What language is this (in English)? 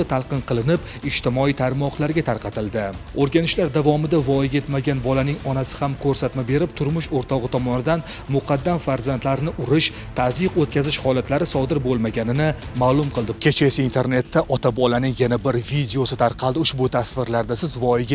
Uzbek